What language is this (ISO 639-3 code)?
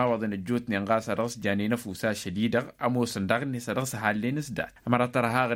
taq